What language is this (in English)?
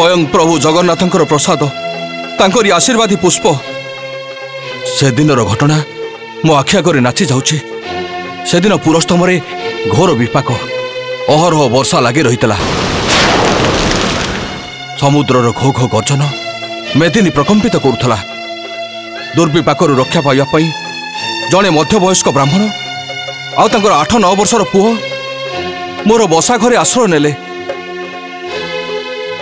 Odia